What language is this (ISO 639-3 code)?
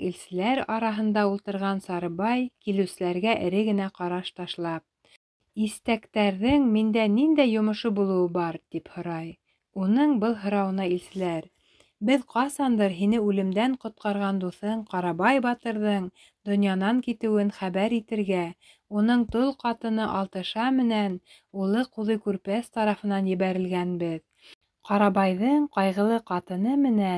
bak